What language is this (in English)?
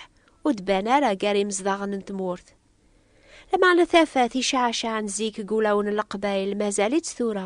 Kabyle